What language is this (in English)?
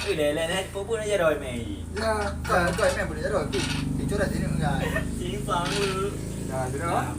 Achinese